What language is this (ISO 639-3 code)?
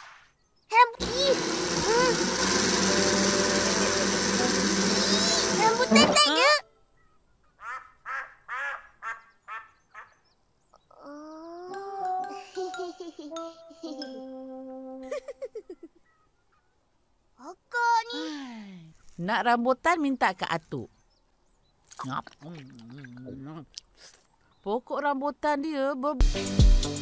msa